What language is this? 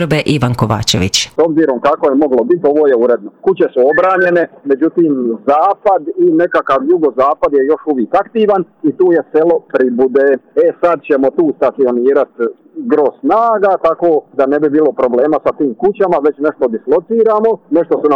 Croatian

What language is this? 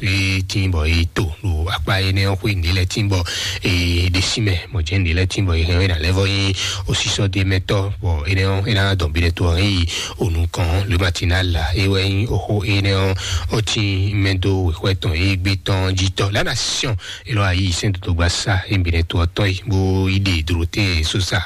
Fon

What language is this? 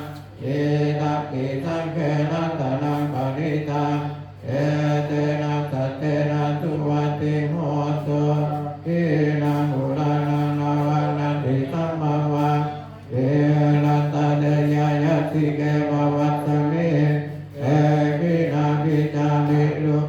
Pali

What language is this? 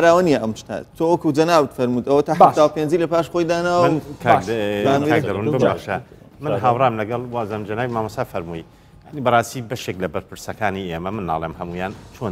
Central Kurdish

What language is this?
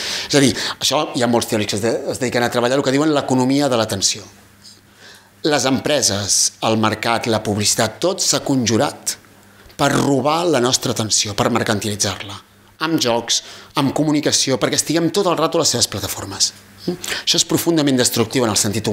Catalan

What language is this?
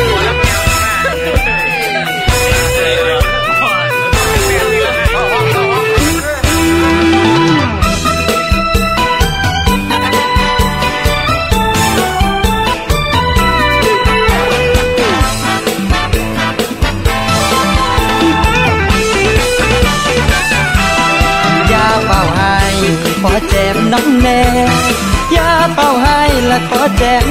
Thai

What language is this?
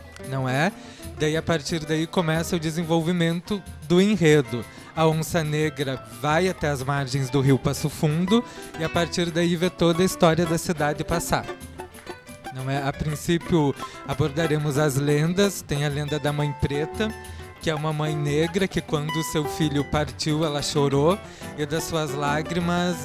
Portuguese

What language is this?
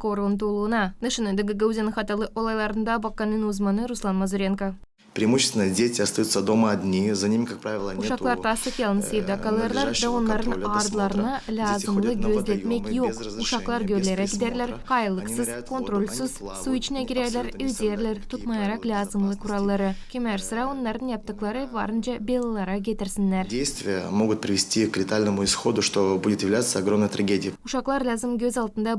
Gagauz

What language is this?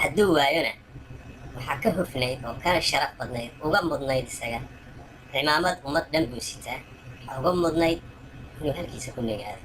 Somali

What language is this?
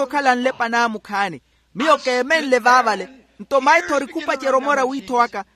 Makhuwa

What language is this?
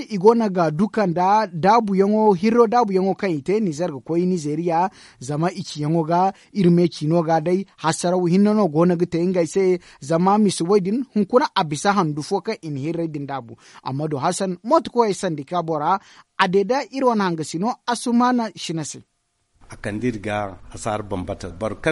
Zarma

